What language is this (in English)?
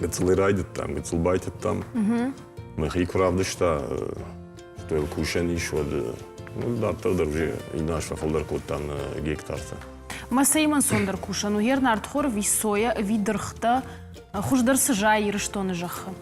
Ossetic